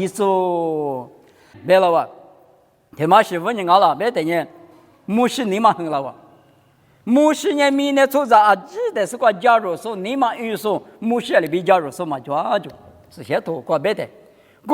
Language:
Lisu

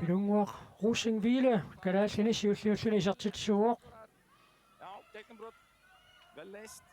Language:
Kalaallisut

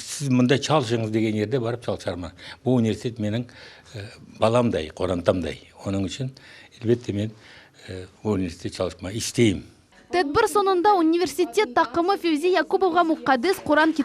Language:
Crimean Tatar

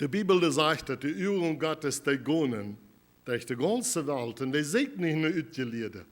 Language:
Plautdietsch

